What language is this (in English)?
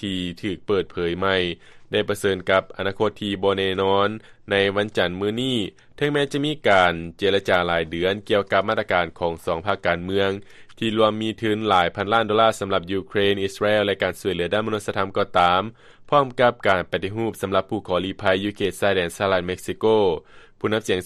Lao